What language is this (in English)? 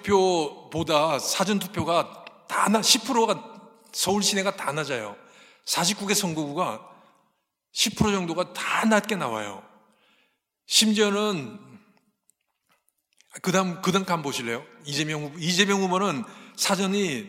Korean